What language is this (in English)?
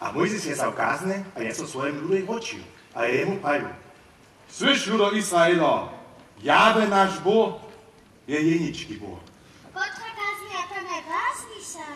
Upper Sorbian